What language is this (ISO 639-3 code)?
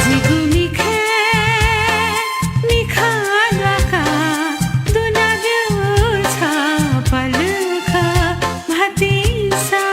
new